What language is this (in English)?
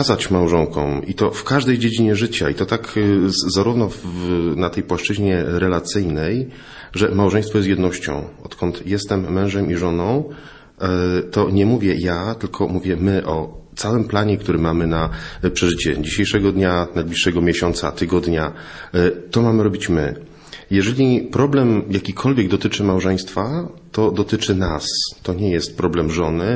Polish